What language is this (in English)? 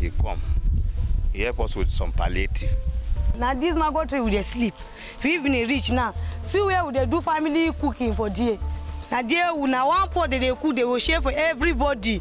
Nigerian Pidgin